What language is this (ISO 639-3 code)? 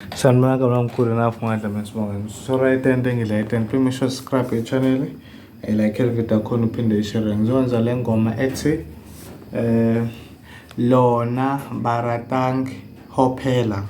zul